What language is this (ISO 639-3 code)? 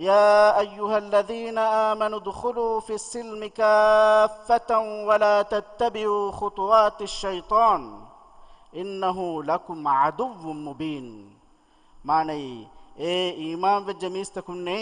div